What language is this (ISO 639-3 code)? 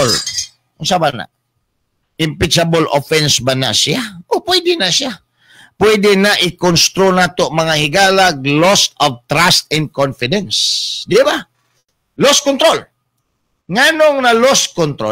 ceb